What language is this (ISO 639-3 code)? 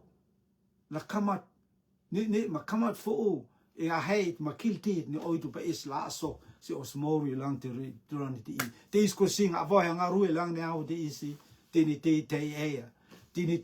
rtm